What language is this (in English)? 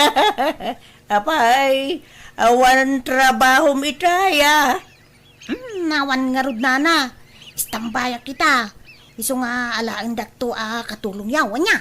Iloko